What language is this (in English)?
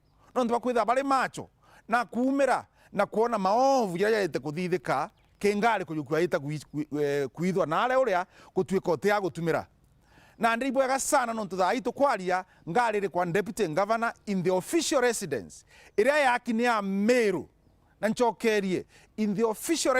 Meru